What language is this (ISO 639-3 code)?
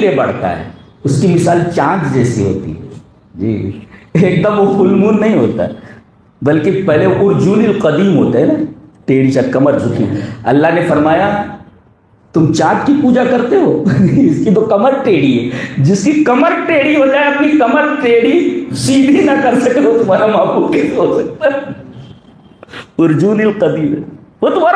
urd